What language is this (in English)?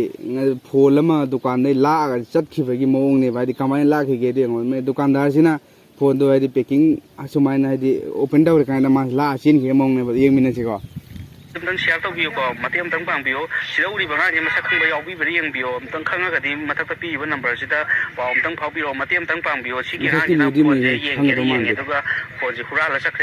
Manipuri